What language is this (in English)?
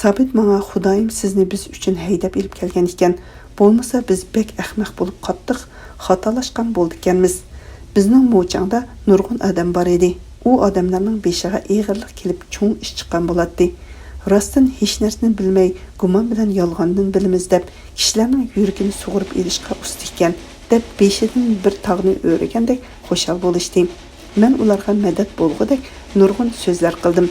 Uyghur